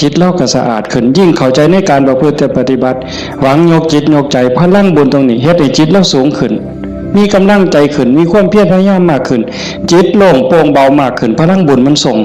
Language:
Northeastern Thai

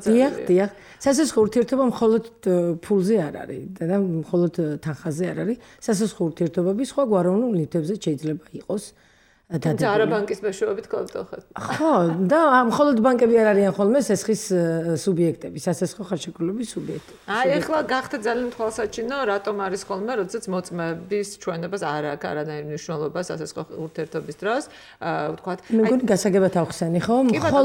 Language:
Georgian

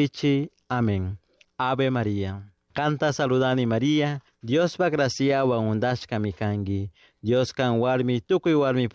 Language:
Chimborazo Highland Quichua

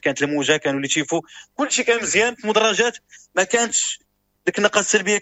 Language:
Moroccan Arabic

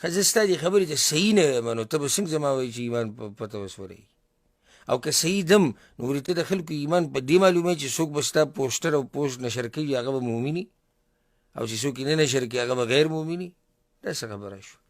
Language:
Pashto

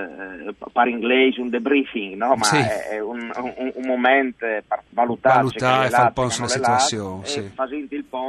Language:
Friulian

